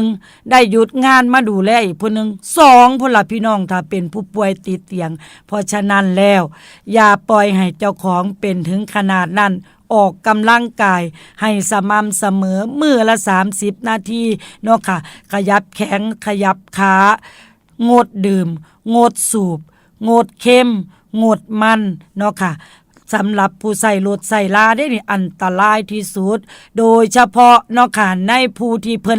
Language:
Northeastern Thai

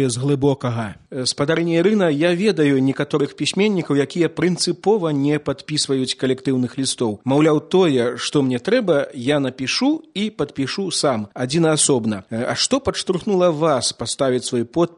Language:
Belarusian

